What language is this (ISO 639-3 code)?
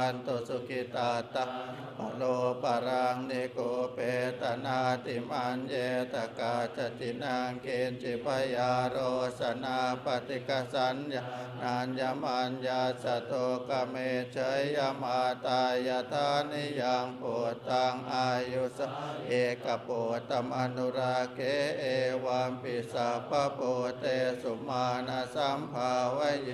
pli